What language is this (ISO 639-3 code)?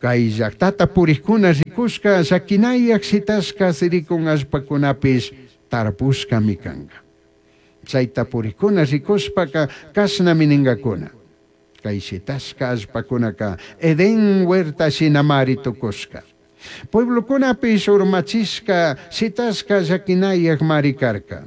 qug